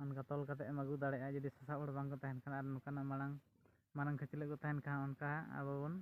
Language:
Santali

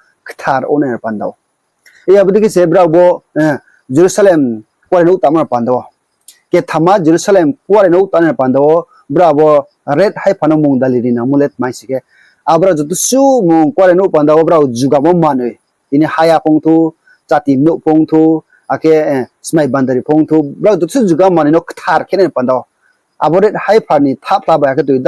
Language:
Riang (India)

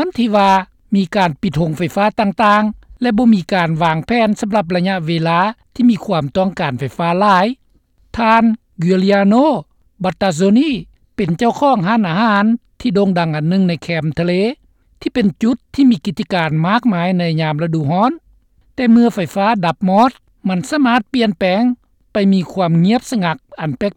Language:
Lao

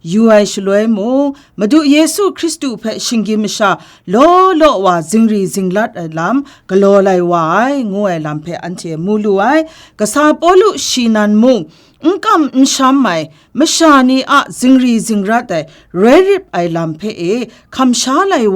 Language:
Kachin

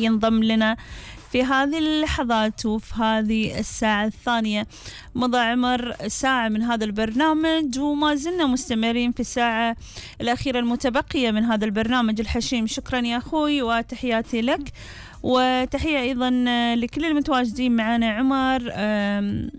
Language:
Gulf Arabic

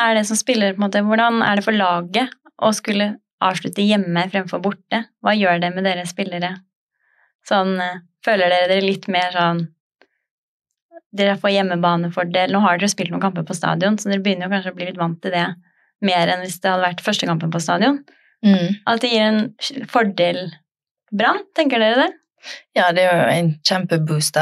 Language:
Norwegian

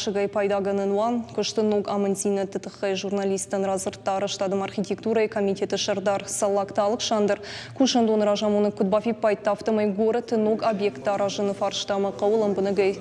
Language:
Ossetic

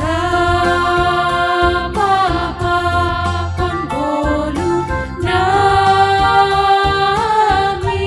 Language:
Batak Simalungun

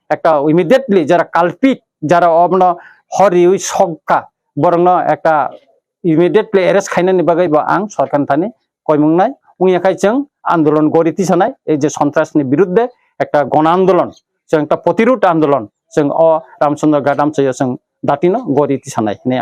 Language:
Kok Borok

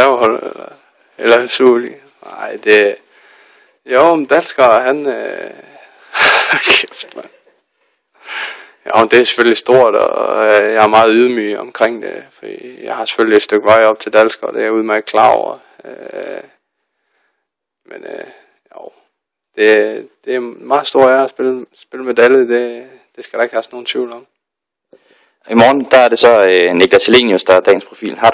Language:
Danish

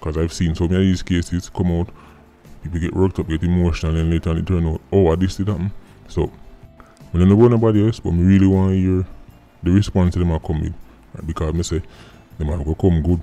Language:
Jamaican Creole English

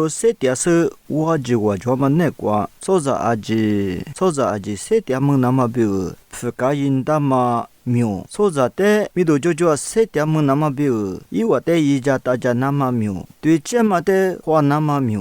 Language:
Lisu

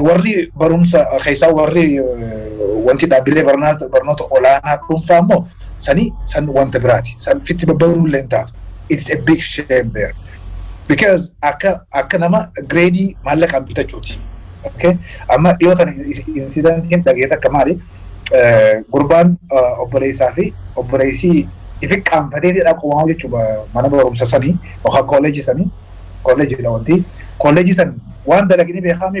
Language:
Oromo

